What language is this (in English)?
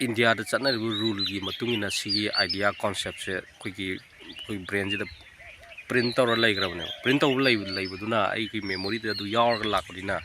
Manipuri